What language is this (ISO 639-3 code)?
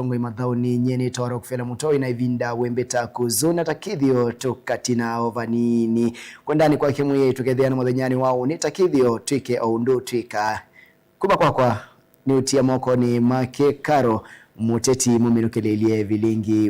kam